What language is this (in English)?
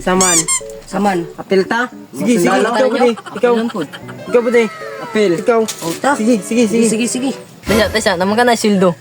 Cebuano